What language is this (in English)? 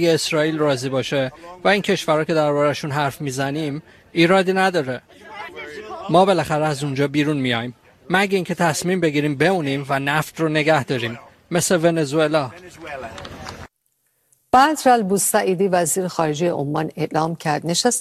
Persian